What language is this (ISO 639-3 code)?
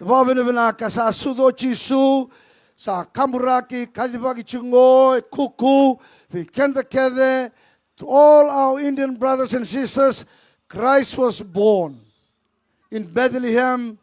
fij